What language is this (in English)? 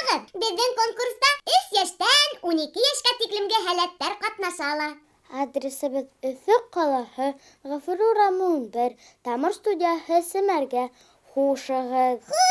Bashkir